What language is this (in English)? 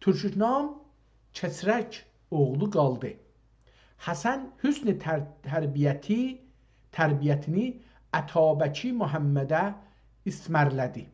South Azerbaijani